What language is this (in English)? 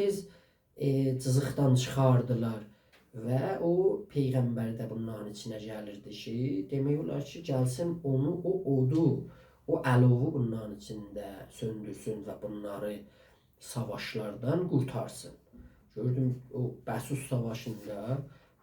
South Azerbaijani